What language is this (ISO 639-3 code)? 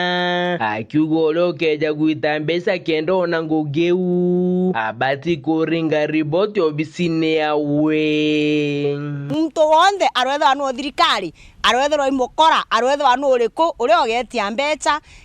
mer